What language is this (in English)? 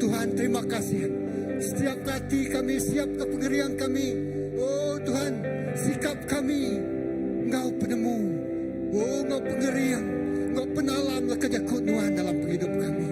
Iban